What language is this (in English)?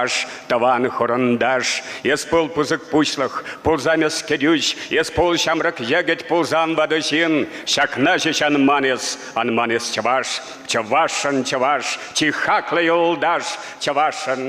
Chuvash